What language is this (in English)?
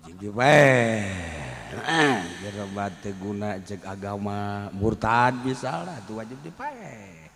Sundanese